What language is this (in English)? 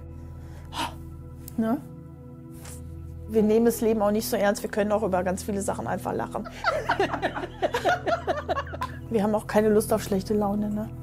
German